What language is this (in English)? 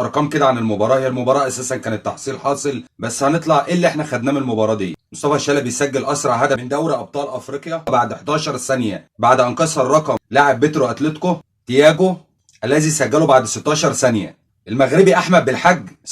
Egyptian Arabic